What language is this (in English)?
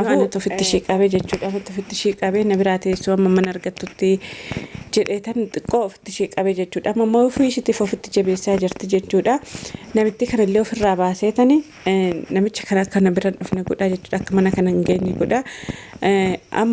Oromo